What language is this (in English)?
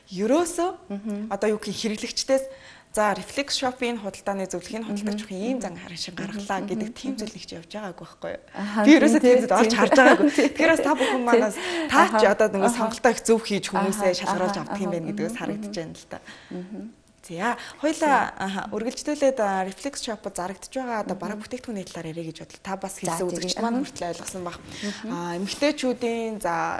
Mongolian